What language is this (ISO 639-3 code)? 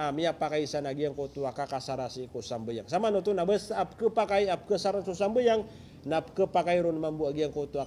mrw